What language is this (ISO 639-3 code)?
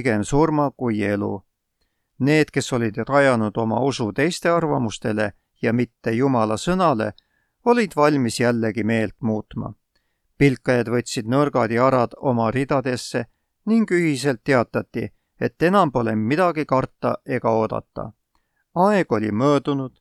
est